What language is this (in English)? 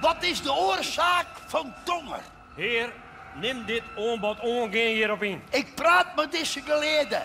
Western Frisian